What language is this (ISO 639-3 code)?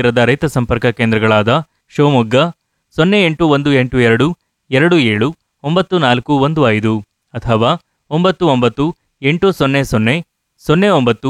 kan